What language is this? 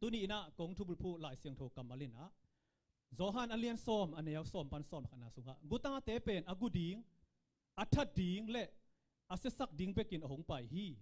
Tedim Chin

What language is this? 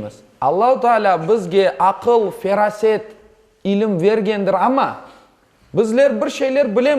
Crimean Tatar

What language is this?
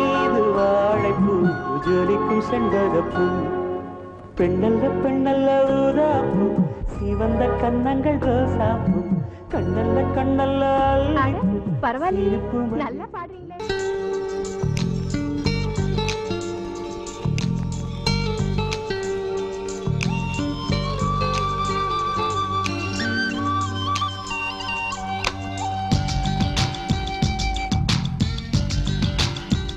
Tamil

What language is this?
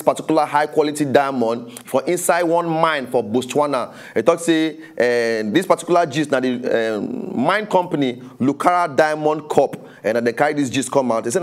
Nigerian Pidgin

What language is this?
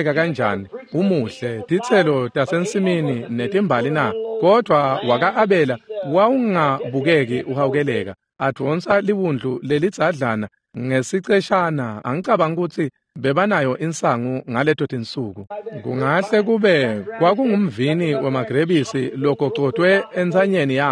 Swati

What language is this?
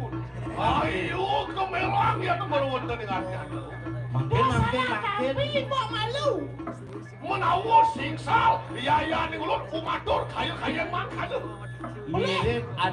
Balinese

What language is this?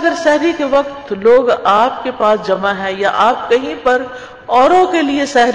Urdu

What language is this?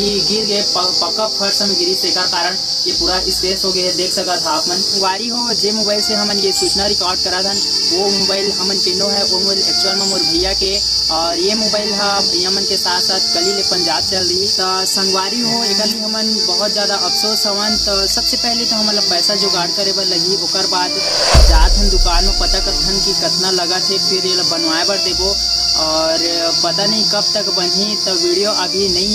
Chhattisgarhi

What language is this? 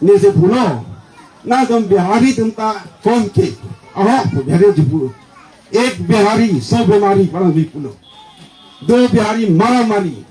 Karbi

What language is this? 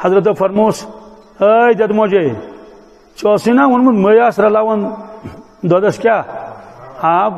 Kashmiri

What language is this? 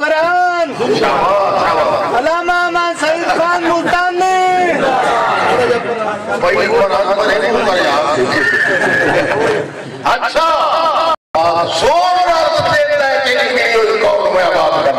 Urdu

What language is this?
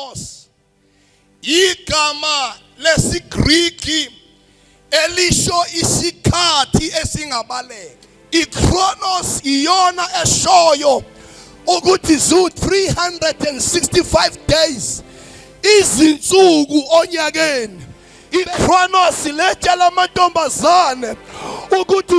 Zulu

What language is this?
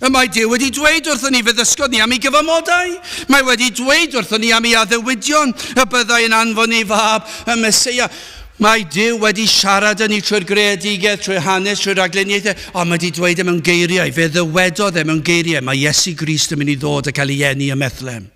Welsh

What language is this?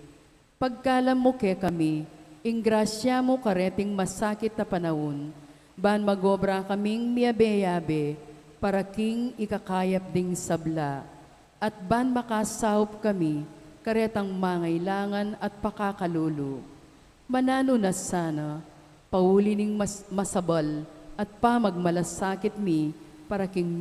Pampanga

